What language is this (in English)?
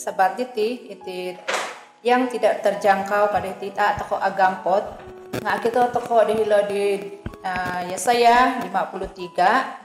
Central Dusun